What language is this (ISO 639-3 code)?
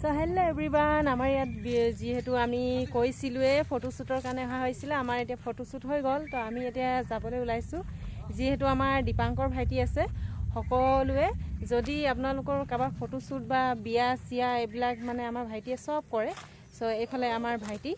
asm